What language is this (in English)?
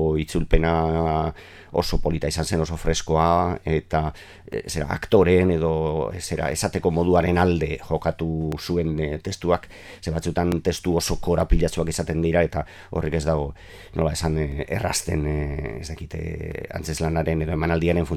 Basque